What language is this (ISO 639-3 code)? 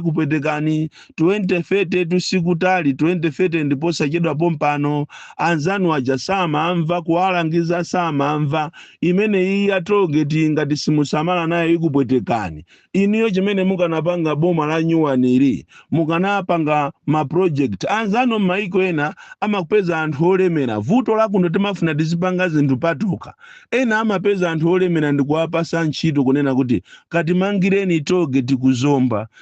nya